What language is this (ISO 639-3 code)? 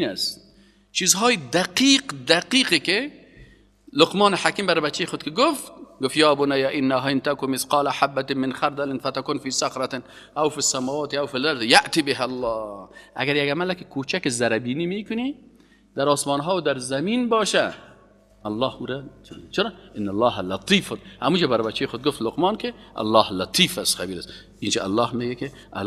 fas